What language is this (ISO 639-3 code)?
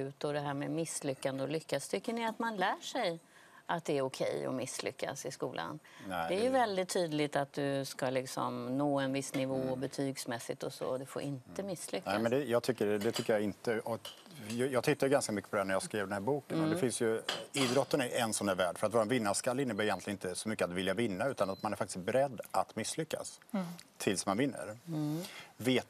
swe